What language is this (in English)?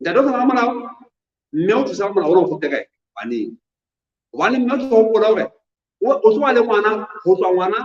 Southern Sotho